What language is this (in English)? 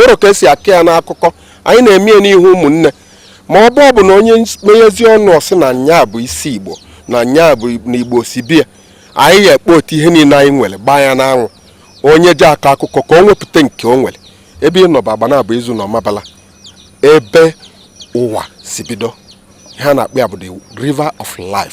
Igbo